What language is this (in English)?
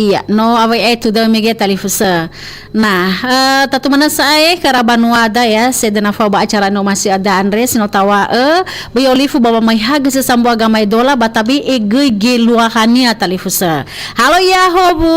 Nias